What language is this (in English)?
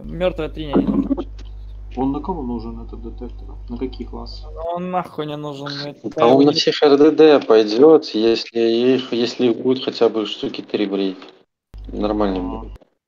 Russian